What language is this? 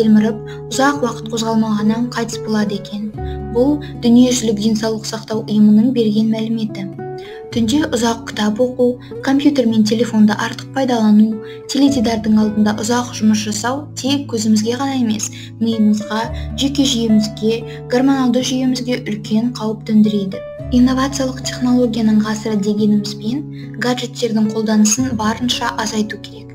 Kazakh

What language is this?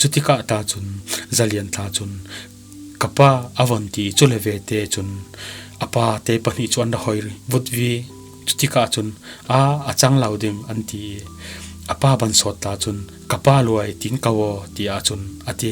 Falam Chin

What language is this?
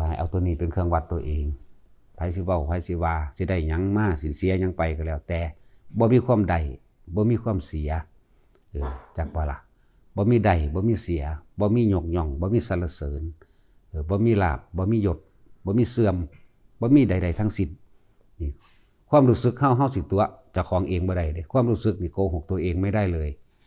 Lao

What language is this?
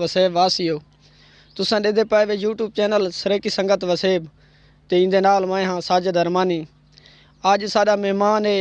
Saraiki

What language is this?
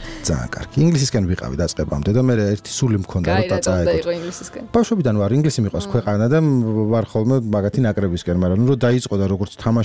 Georgian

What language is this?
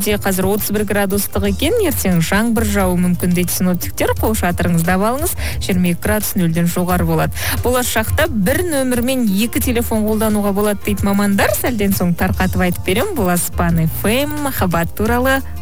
Kazakh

